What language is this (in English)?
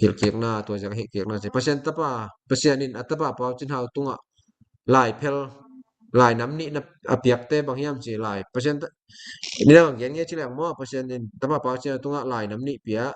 Tedim Chin